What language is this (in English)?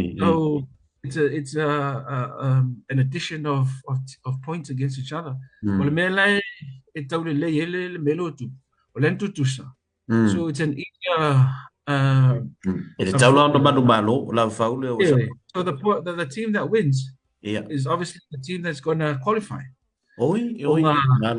Samoan